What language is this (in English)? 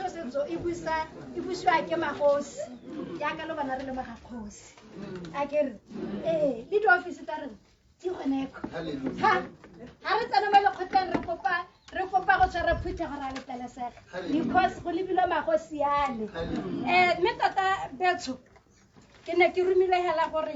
Tswana